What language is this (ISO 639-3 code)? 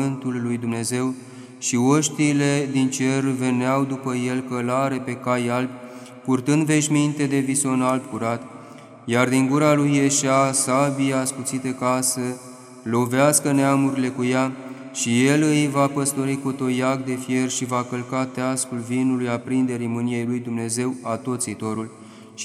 ron